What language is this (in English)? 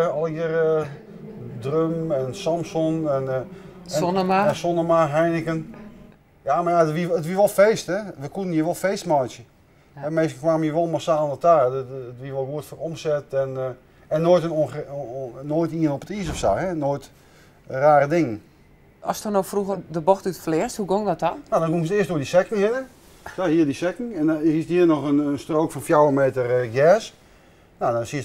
Western Frisian